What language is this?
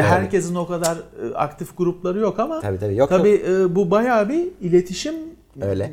Turkish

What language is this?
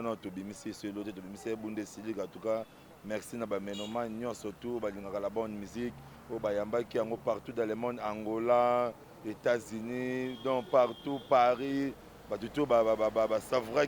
Lingala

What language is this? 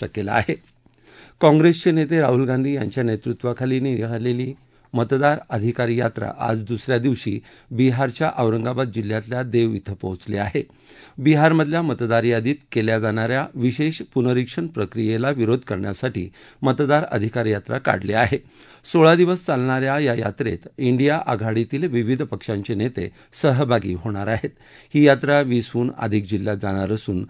Marathi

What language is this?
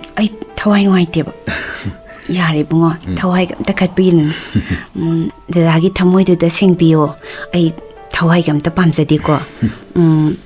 Manipuri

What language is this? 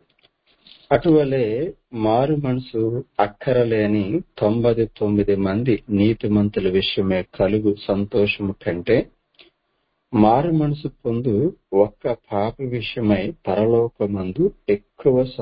Telugu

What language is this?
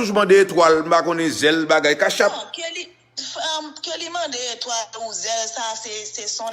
Haitian Creole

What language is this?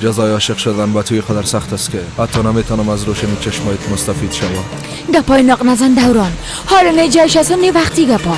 Persian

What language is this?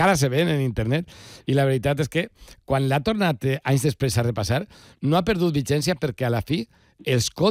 Catalan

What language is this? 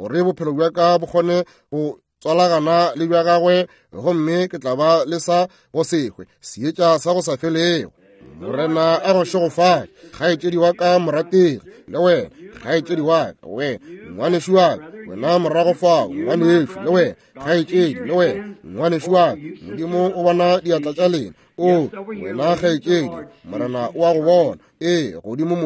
Northern Sotho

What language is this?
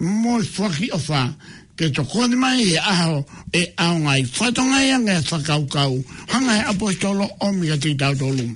Tongan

